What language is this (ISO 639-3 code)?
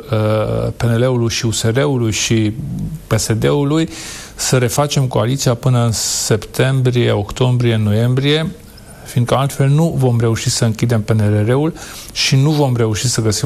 ron